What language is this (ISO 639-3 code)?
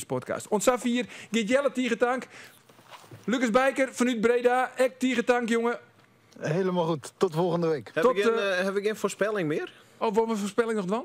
fry